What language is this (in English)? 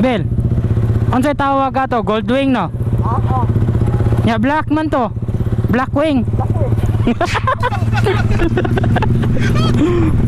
Cebuano